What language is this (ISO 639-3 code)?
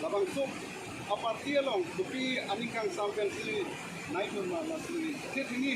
mjw